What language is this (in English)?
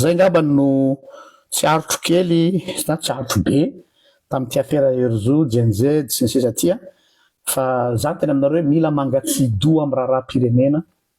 Malagasy